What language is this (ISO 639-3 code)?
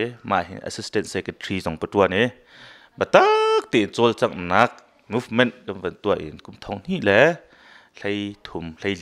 cnh